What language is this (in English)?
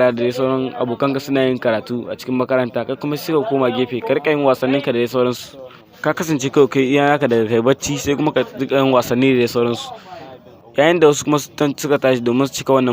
Hausa